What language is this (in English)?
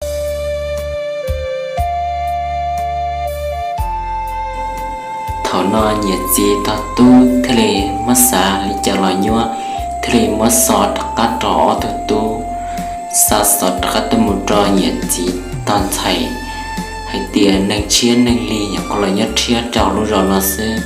Hmong